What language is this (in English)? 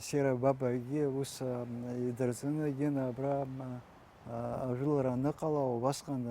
Abkhazian